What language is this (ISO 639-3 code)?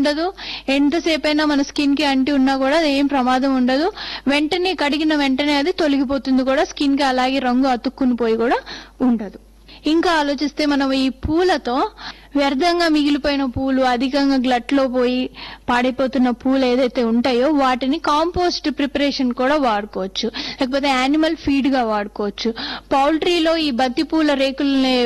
tel